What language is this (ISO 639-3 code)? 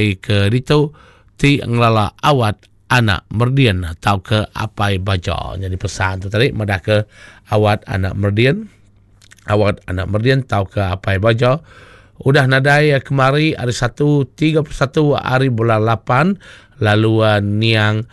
iba